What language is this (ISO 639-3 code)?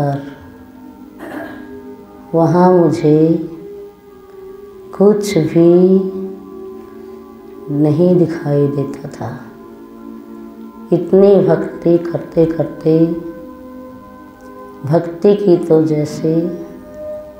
hin